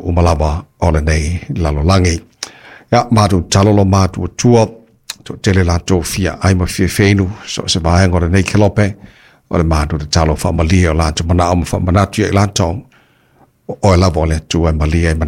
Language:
Samoan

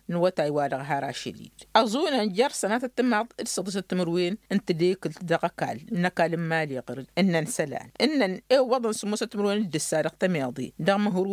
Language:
Tamasheq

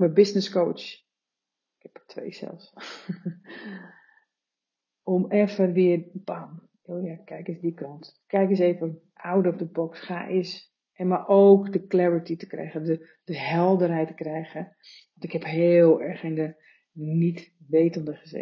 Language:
Dutch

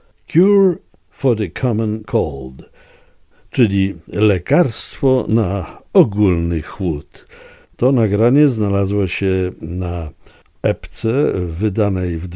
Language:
Polish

